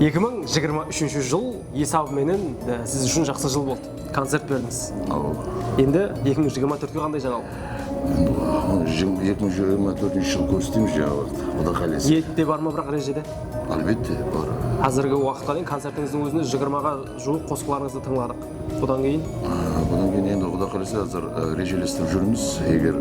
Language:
Kara-Kalpak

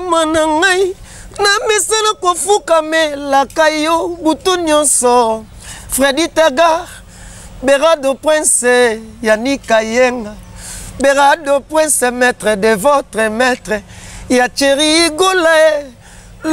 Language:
Lingala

